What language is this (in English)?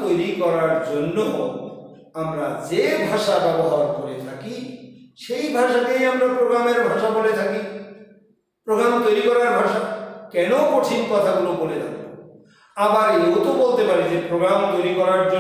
Bangla